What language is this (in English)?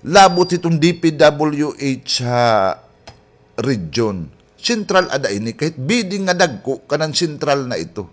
Waray